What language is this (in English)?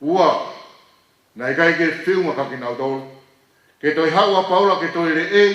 Tongan